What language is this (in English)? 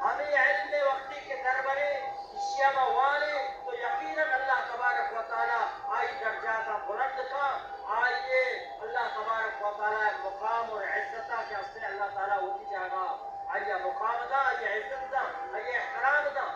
Baluchi